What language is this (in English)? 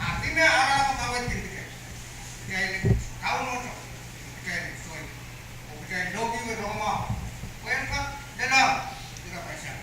Pohnpeian